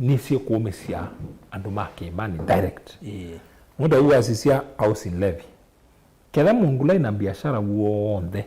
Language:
Kamba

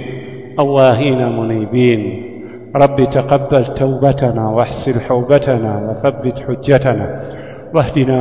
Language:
Swahili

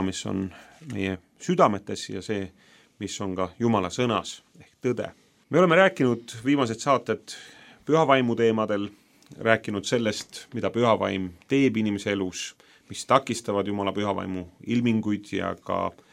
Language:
Estonian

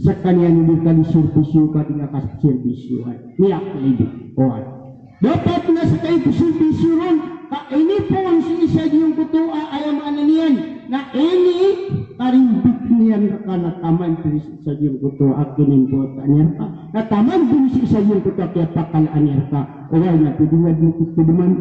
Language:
Maranao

